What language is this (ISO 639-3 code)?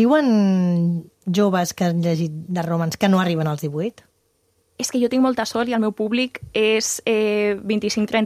cat